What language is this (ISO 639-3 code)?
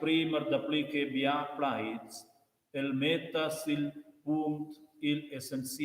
roh